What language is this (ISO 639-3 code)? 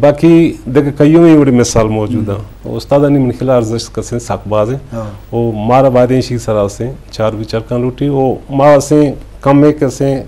bgp